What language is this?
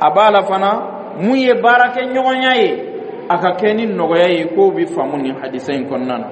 Dyula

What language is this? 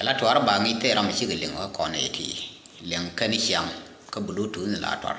Nuer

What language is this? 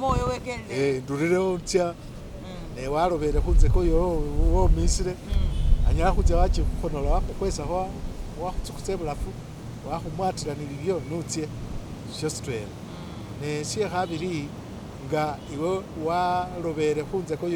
Masaaba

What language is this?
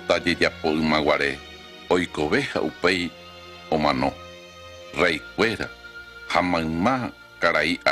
Guarani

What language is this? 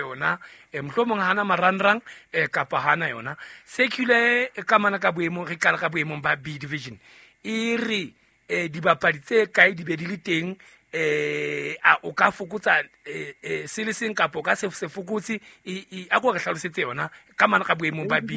Southern Sotho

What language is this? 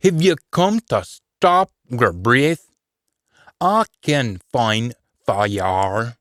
Scots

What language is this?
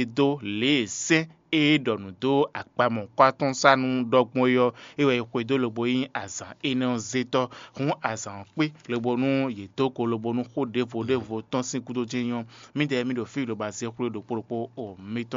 Fon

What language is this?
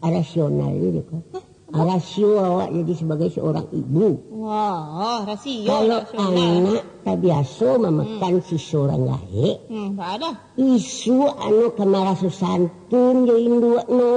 Minangkabau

